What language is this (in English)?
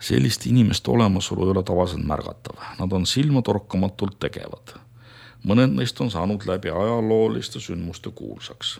Estonian